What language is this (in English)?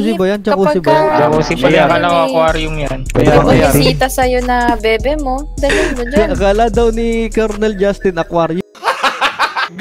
Filipino